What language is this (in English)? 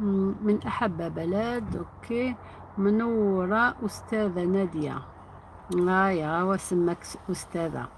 Algerian Arabic